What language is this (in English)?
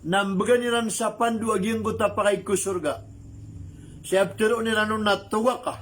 Maranao